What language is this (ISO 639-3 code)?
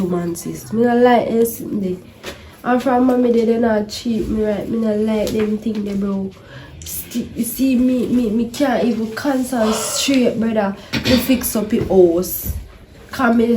jam